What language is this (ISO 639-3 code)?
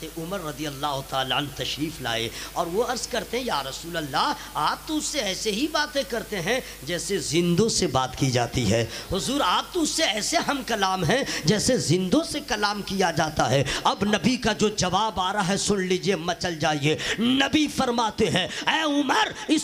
urd